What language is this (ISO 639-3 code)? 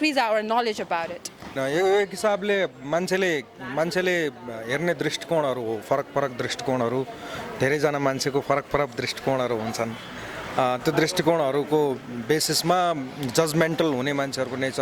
nep